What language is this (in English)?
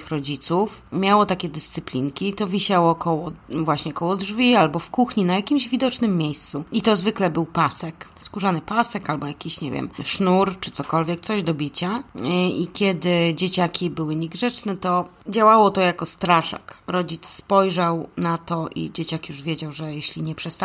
Polish